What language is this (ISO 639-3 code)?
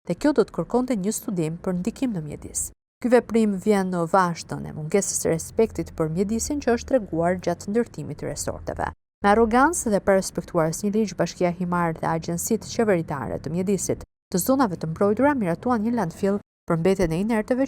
sqi